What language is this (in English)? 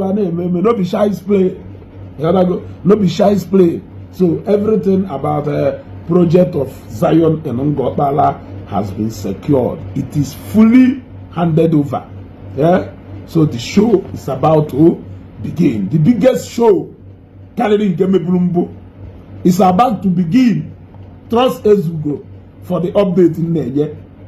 Igbo